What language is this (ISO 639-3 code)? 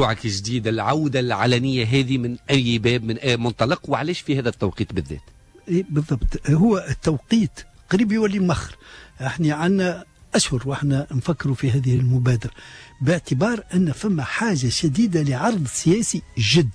aeb